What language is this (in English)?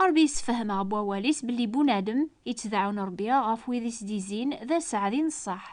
Kabyle